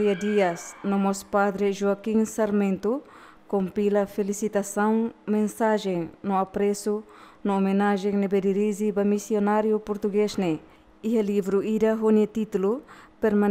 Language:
Tetum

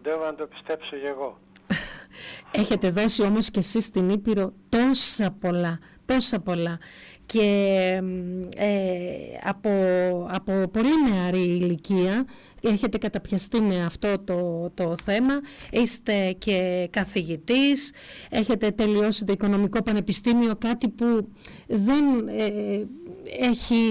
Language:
Greek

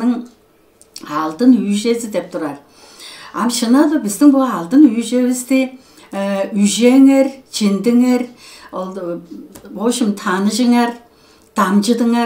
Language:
Tuvinian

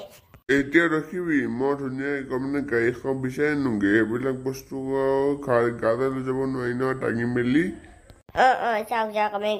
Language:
Assamese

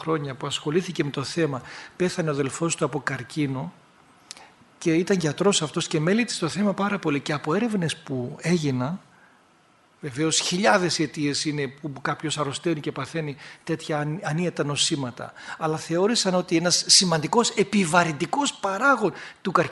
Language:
Greek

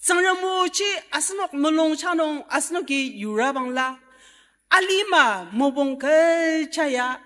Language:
Ao Naga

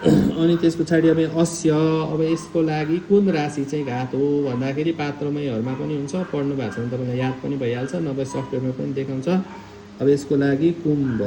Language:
Nepali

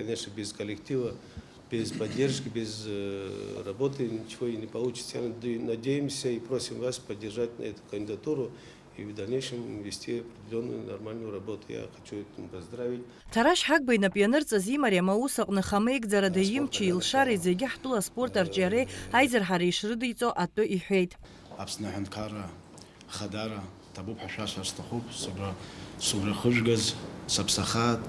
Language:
Abkhazian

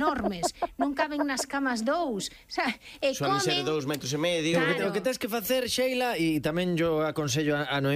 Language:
Galician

